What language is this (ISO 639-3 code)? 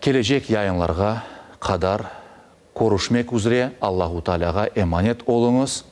crh